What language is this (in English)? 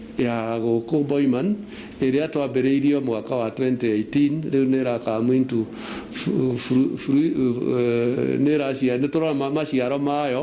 Kikuyu